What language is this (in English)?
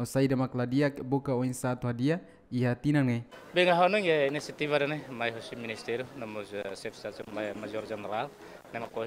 Tetum